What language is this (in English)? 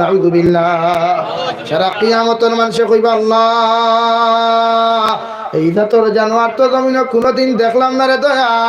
Sylheti